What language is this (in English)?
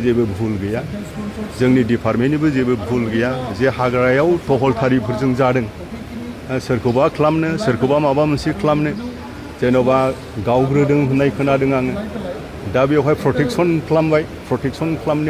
Bodo